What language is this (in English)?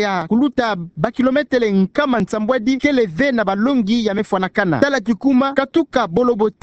Kituba (Democratic Republic of Congo)